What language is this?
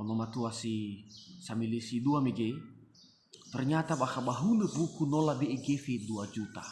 Nias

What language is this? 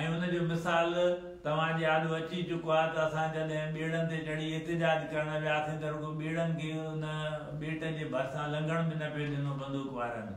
Sindhi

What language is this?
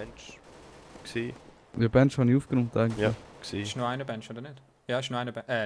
Swiss German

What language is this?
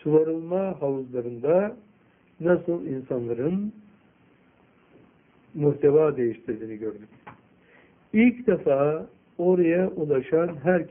Turkish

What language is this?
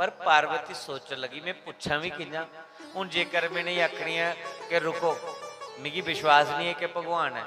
Dogri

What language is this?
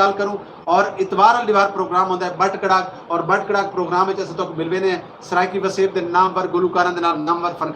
Saraiki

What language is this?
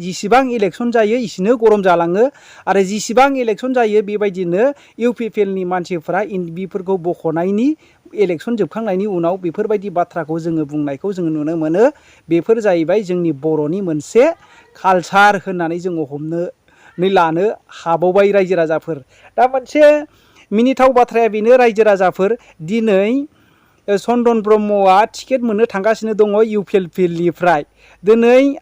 Bodo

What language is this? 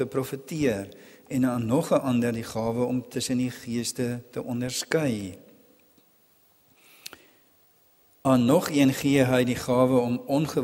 Afrikaans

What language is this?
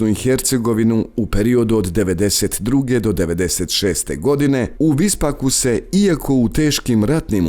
Bosnian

